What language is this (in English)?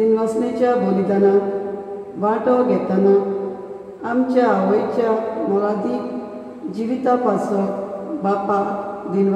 Konkani